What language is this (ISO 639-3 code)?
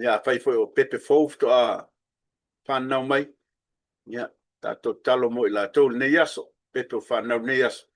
smo